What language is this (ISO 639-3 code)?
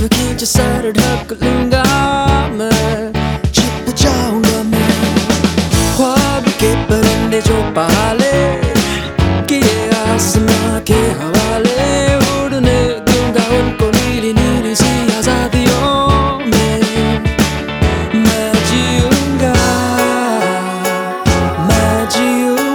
hin